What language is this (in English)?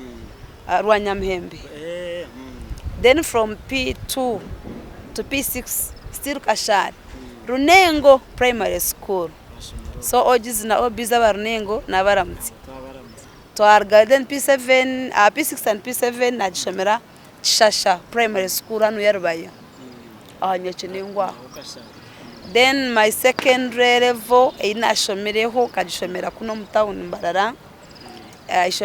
Nyankole